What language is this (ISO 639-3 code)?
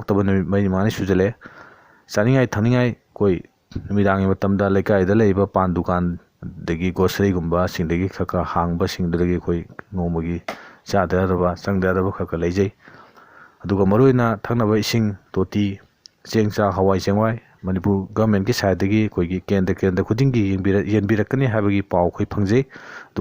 mni